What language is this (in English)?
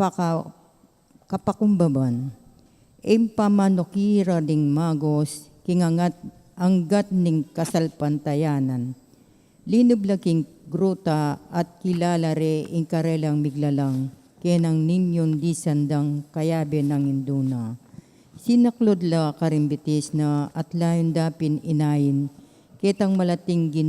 Pampanga